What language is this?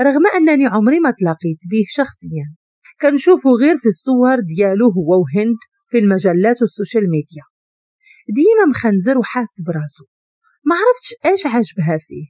Moroccan Arabic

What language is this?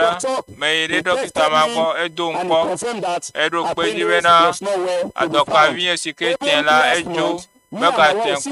Ewe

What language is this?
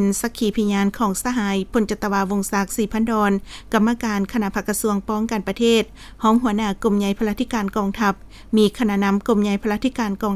Lao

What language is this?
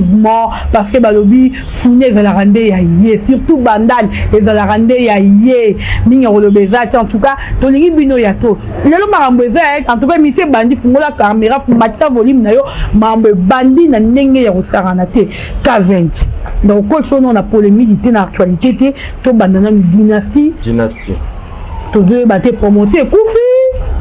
Lingala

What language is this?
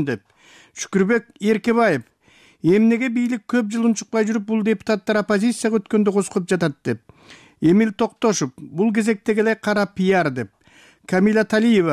Kyrgyz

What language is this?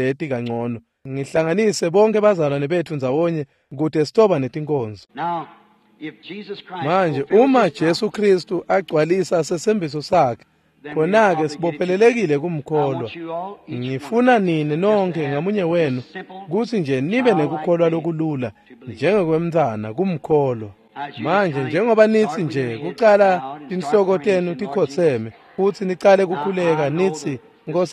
Swati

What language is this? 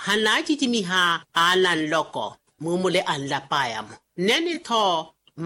Makhuwa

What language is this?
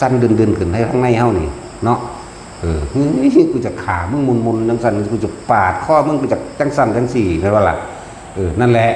Northeastern Thai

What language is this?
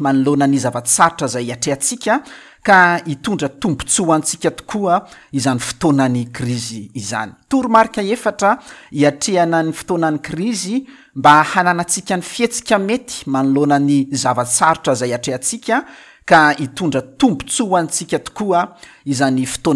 Malagasy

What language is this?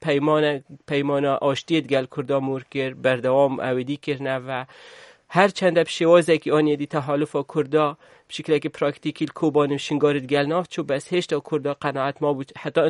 Kurdish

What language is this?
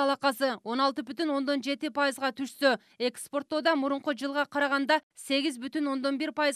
Kyrgyz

